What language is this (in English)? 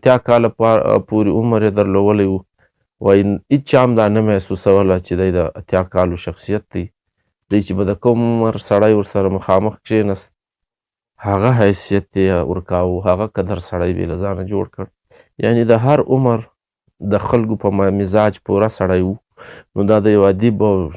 Pashto